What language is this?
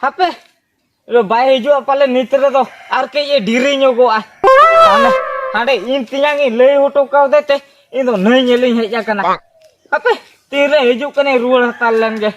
Santali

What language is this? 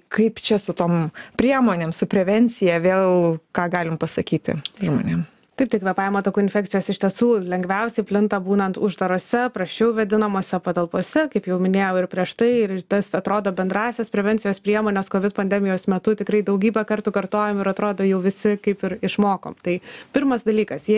Lithuanian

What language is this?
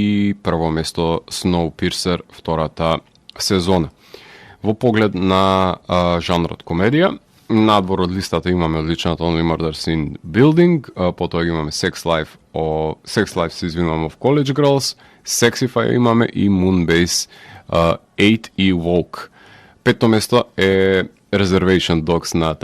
Macedonian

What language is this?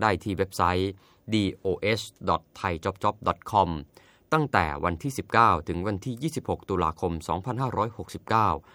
Thai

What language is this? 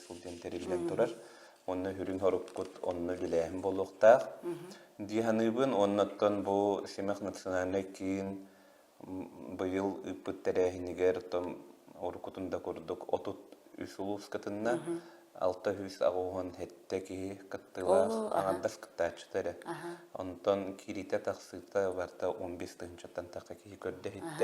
Yakut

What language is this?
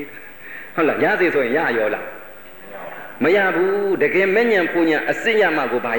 Burmese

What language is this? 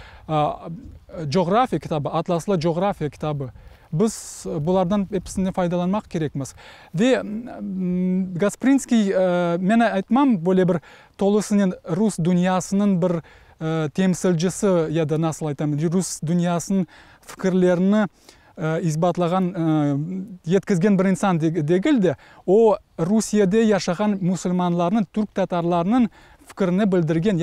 Crimean Tatar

